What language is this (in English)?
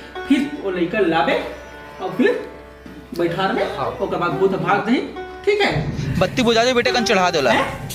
Chhattisgarhi